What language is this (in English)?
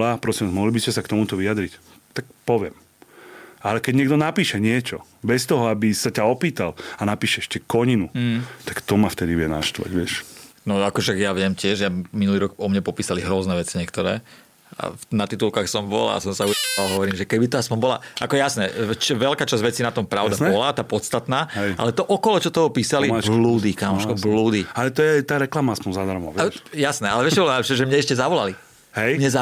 Slovak